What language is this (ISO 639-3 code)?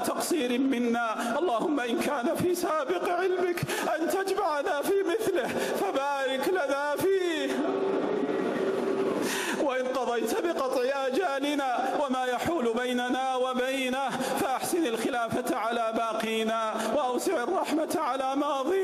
ara